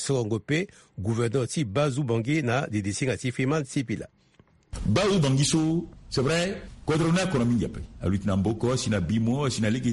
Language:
Sango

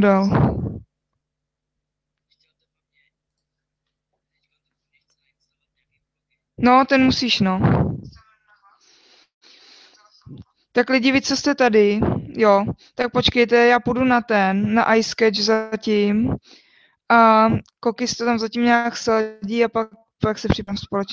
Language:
Czech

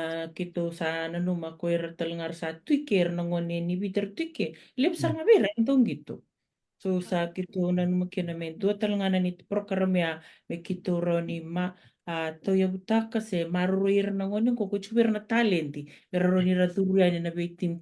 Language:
Fijian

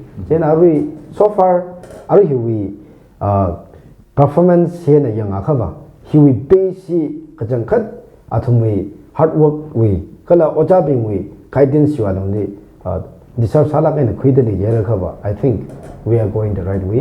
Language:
Tangkhul Naga (India)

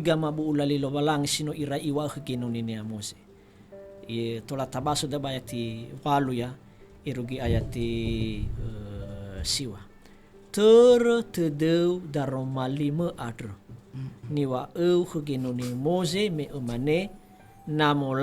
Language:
Nias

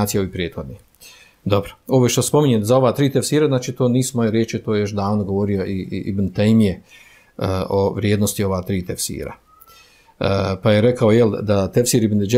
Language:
Bosnian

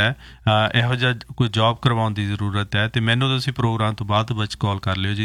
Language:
Punjabi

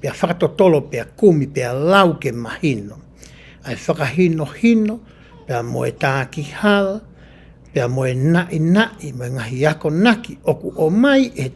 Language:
Tongan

